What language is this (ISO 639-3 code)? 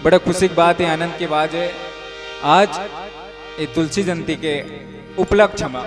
hne